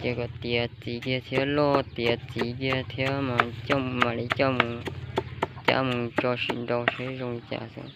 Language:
Hmong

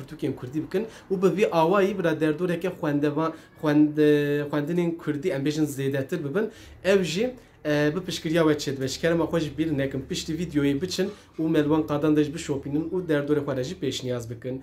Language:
Kurdish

